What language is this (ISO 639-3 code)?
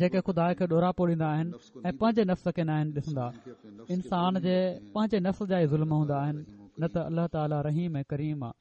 snd